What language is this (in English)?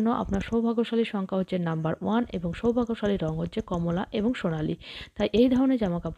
Bangla